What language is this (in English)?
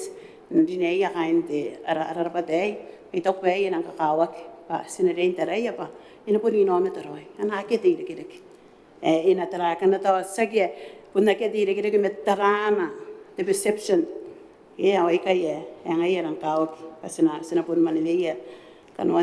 Gilbertese